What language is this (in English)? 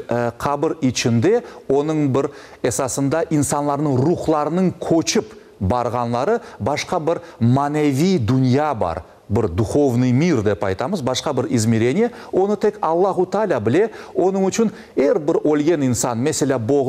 Crimean Tatar